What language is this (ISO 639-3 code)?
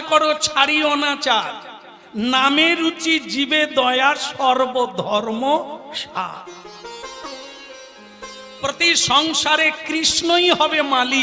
ben